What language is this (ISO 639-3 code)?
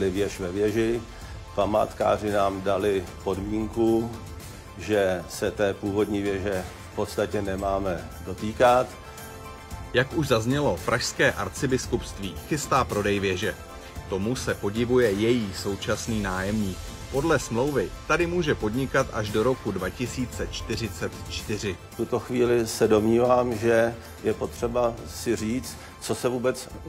ces